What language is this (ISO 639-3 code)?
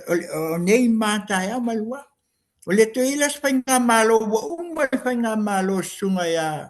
smo